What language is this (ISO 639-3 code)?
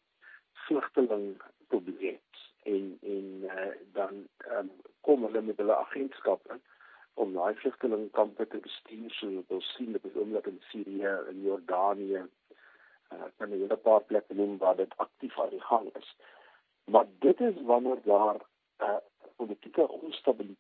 afr